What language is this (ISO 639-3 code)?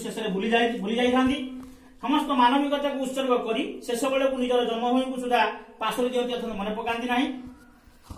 ori